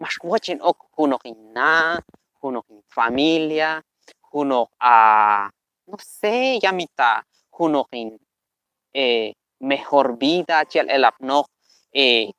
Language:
Q'anjob'al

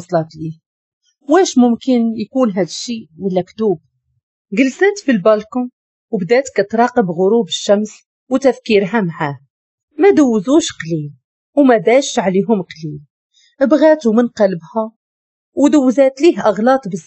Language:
Moroccan Arabic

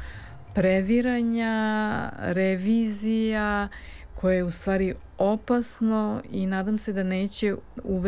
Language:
Serbian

